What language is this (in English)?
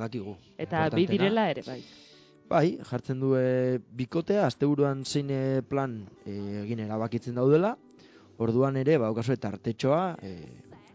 Basque